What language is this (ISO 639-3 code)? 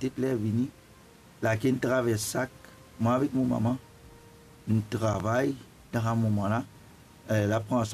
mfe